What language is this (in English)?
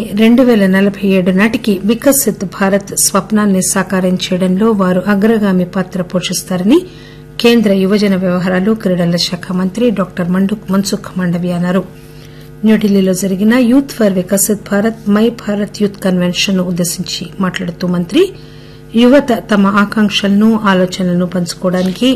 Telugu